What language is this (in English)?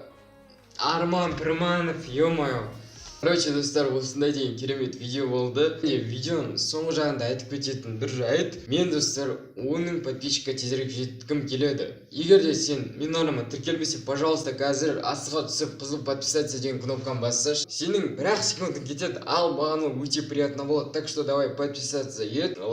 Kazakh